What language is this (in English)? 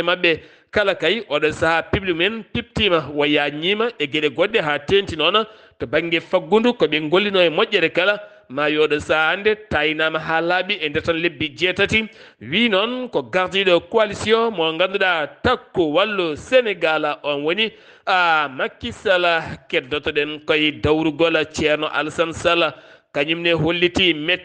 Fula